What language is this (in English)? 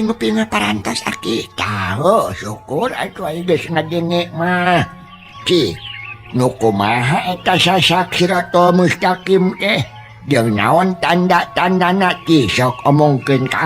Sundanese